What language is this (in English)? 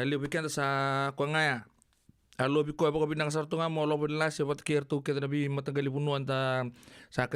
Fijian